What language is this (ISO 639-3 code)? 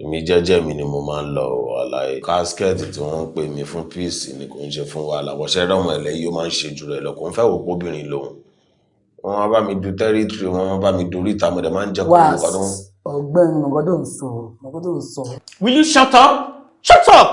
yor